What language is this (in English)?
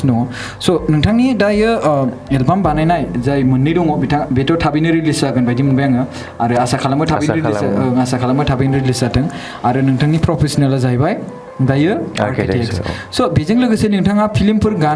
Bodo